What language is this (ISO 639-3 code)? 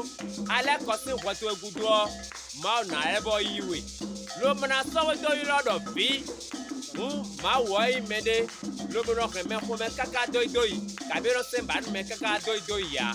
fon